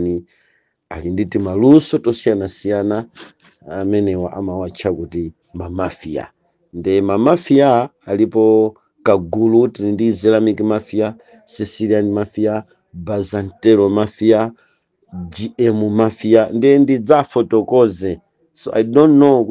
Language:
Nyanja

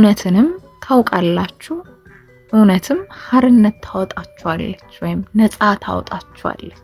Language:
Amharic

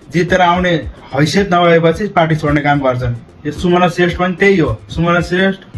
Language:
Nepali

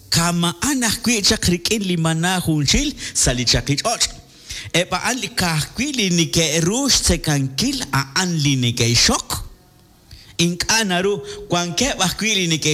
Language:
Kekchí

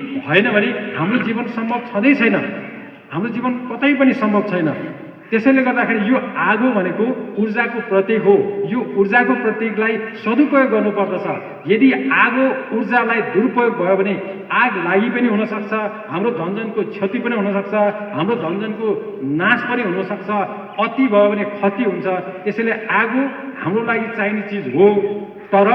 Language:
Nepali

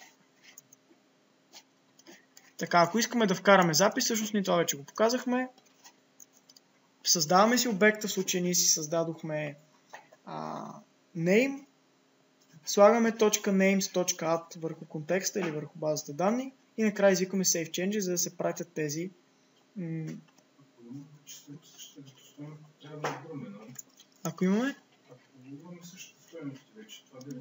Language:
Bulgarian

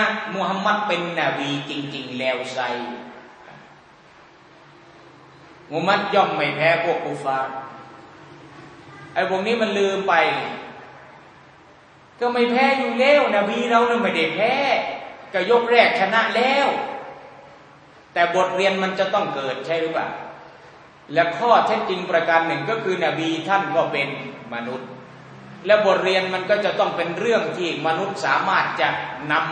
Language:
Thai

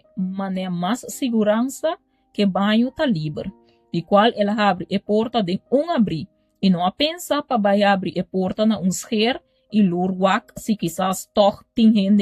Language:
Papiamento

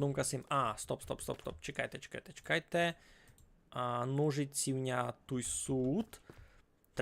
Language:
Rusyn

